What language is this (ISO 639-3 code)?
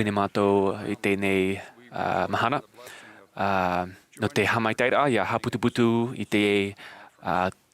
tah